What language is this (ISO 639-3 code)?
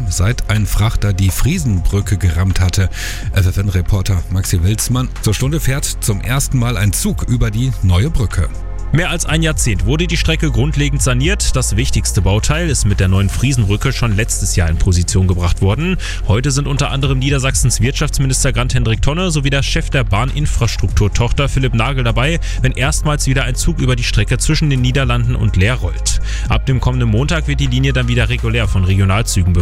deu